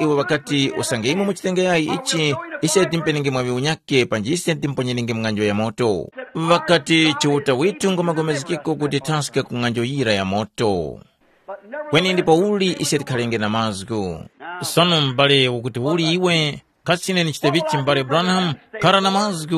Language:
Tumbuka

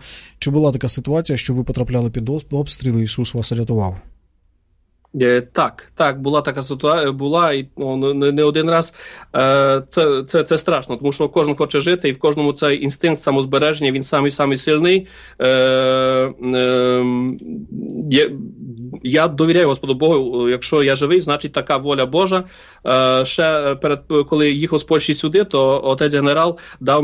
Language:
Ukrainian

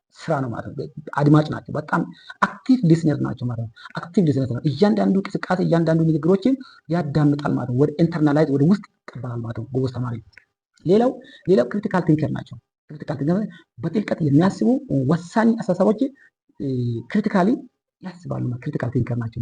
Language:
Amharic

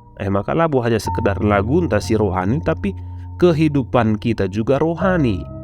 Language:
Batak Karo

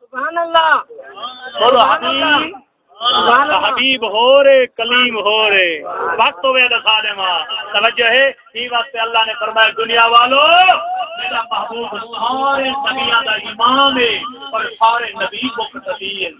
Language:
Saraiki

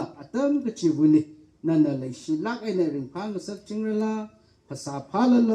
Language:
Tangkhul Naga (India)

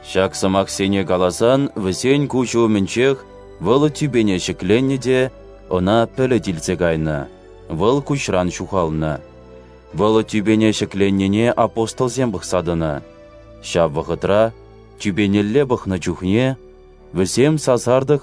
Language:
Chuvash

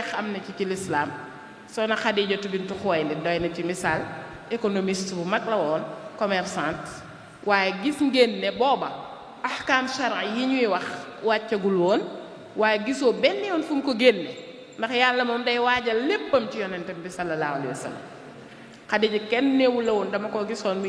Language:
Wolof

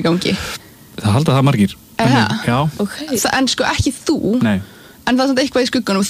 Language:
Icelandic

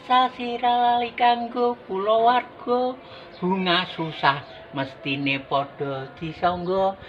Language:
Javanese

